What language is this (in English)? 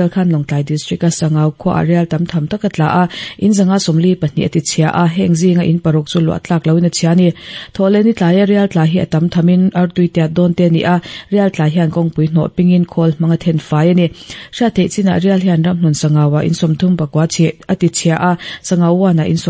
Mizo